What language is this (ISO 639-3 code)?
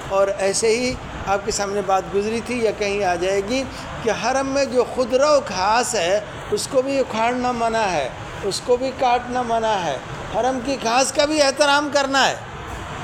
urd